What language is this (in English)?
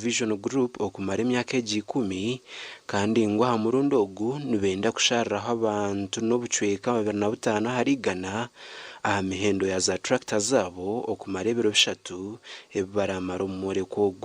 Nyankole